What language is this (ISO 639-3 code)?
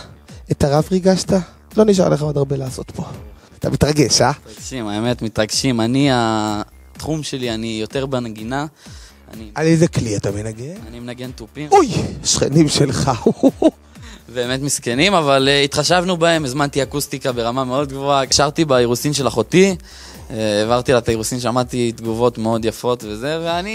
heb